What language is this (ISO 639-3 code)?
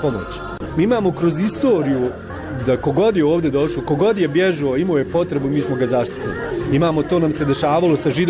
bos